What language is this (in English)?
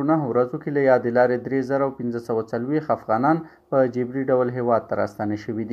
Pashto